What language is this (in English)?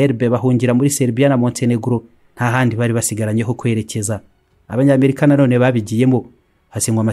Kinyarwanda